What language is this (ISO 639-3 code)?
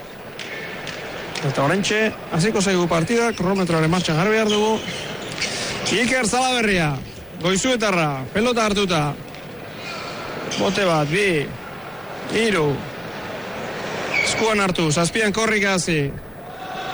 eus